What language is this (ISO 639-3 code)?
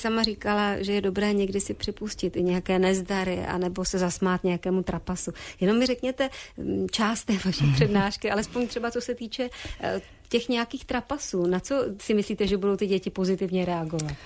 ces